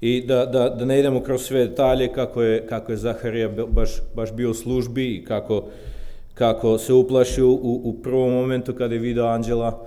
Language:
Serbian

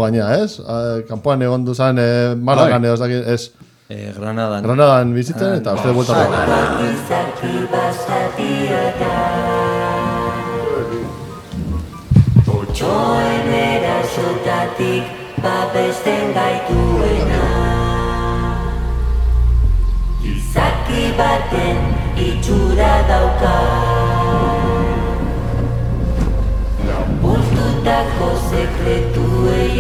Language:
Basque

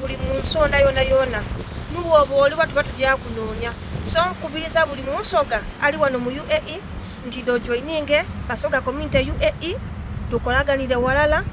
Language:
Soga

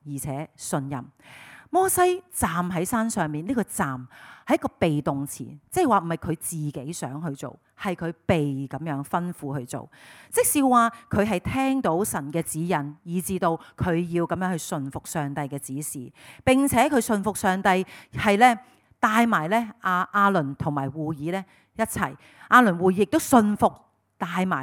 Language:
Cantonese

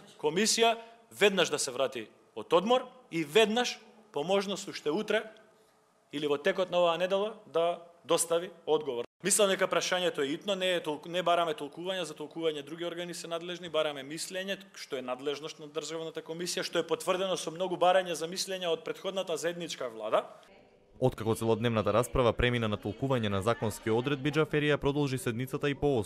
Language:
Macedonian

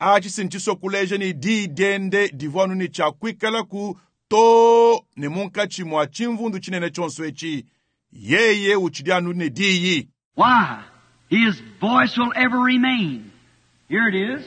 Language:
Luba-Lulua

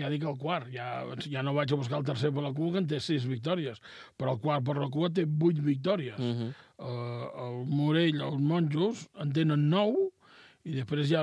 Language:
Catalan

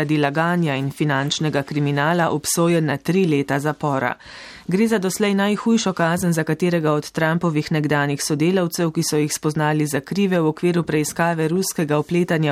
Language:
Slovenian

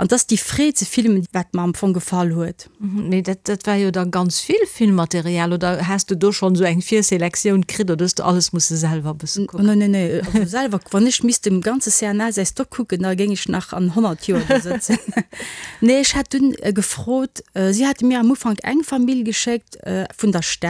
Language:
Luxembourgish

